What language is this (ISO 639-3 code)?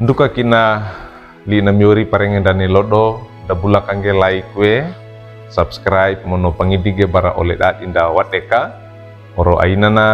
wew